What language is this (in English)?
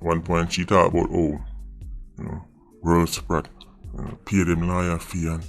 Jamaican Creole English